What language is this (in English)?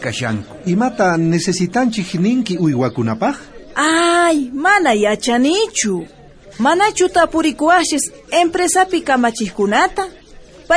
South Bolivian Quechua